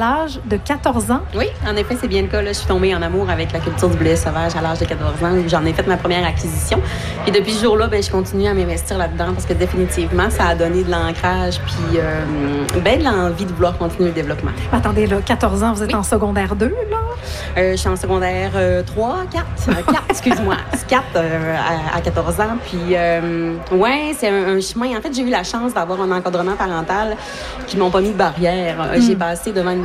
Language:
French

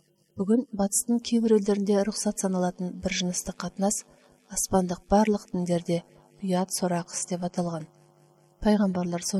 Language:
Kazakh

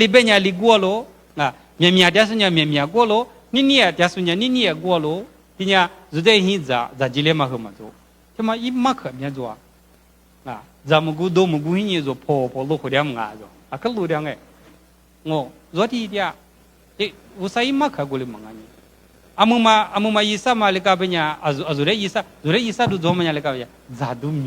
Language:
Lisu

